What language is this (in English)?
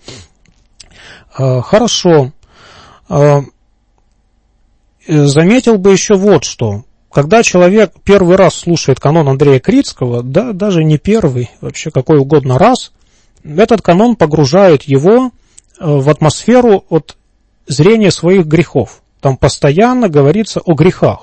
Russian